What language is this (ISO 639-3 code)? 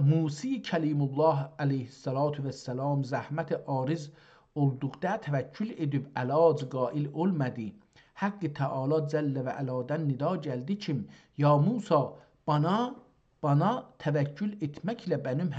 azb